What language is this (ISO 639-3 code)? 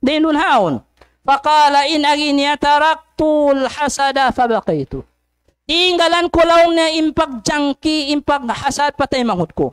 tsg